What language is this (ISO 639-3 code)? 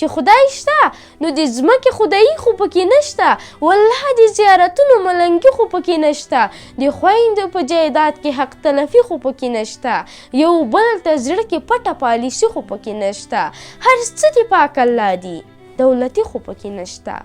pus